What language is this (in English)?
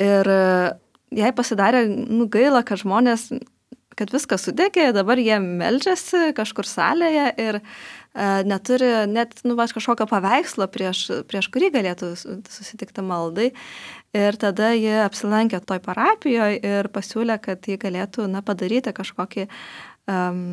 Lithuanian